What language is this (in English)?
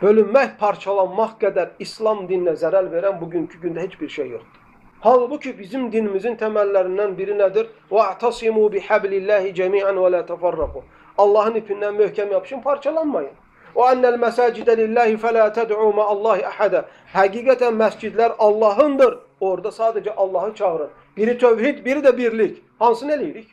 Azerbaijani